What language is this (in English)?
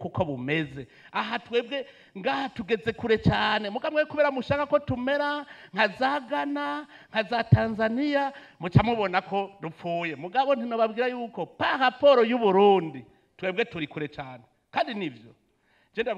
Rundi